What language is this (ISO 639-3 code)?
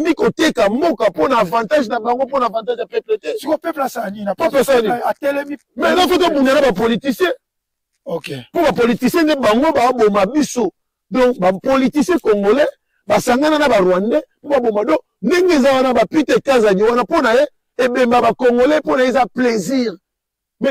lin